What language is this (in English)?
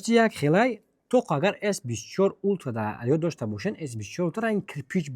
Tajik